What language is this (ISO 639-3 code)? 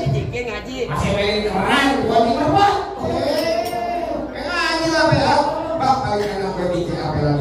bew